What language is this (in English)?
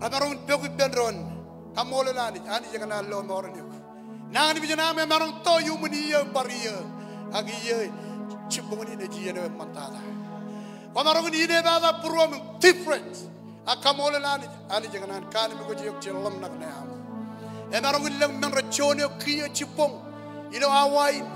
Marshallese